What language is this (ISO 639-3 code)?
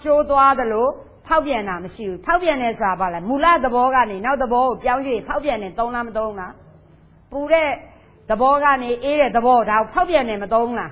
mya